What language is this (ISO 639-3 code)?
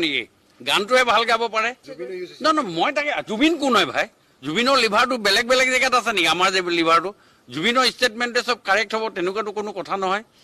asm